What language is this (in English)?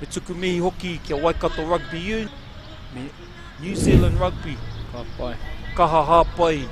Māori